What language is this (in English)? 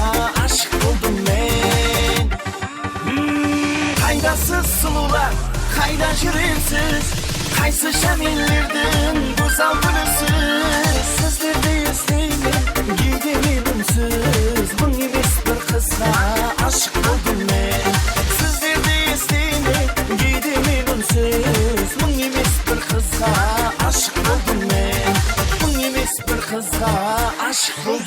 Kara-Kalpak